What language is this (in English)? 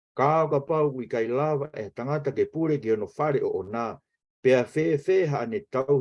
Tongan